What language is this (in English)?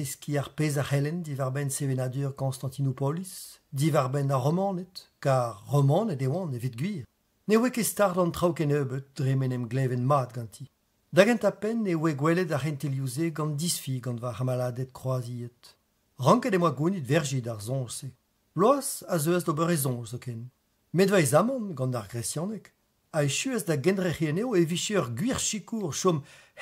Breton